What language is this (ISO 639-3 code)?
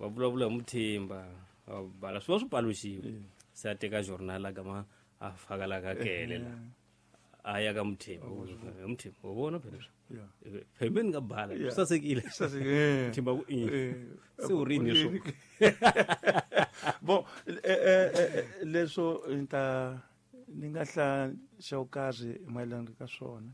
tso